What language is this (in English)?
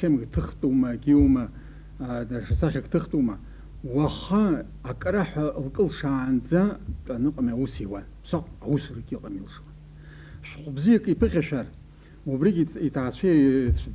Abkhazian